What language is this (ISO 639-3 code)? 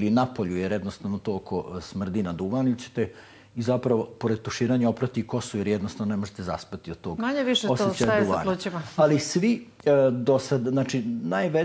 srp